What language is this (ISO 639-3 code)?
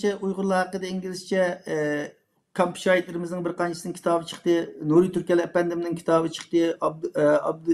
uig